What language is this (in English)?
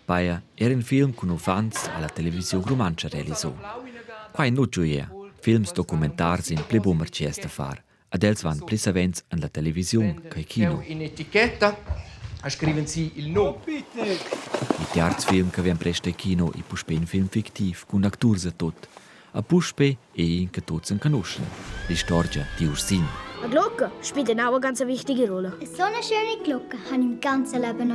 Romansh